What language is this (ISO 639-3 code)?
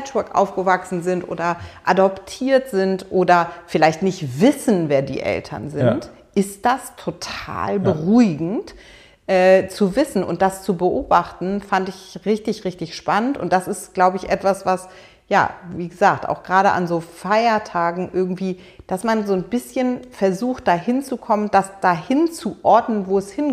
deu